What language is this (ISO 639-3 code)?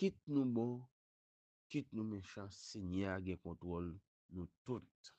hat